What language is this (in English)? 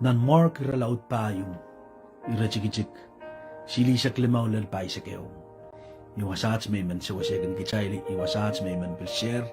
Pohnpeian